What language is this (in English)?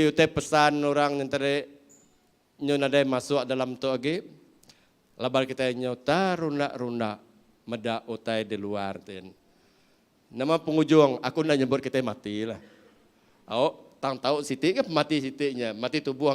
Iban